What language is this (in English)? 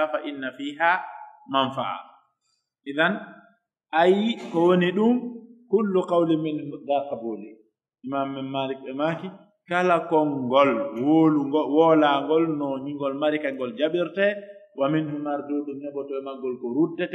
Pular